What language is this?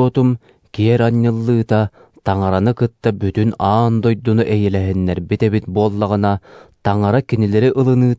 Yakut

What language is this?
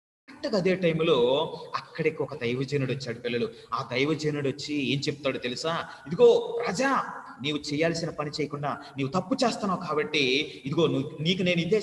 Telugu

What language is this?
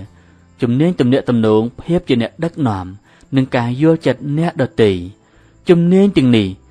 Khmer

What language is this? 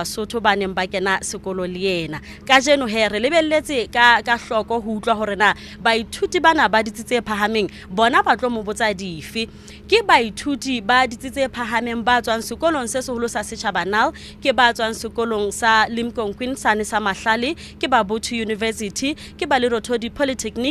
Southern Sotho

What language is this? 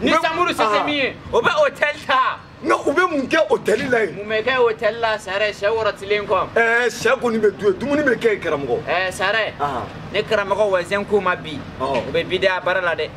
Bambara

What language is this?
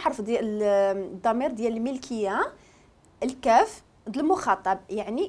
Moroccan Arabic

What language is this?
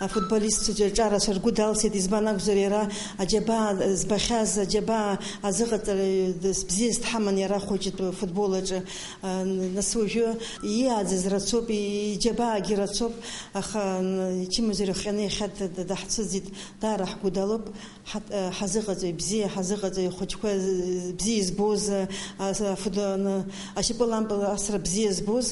Abkhazian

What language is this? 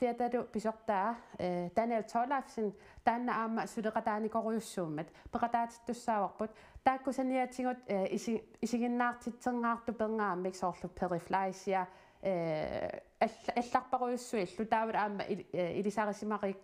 Kalaallisut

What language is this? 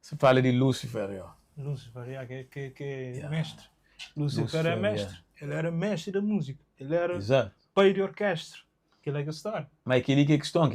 Kabuverdianu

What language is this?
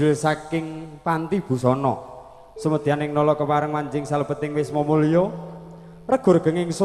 Javanese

